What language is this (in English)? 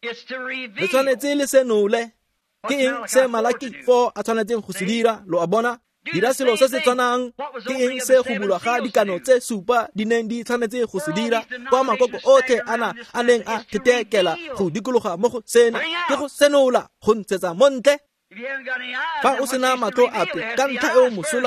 Tswana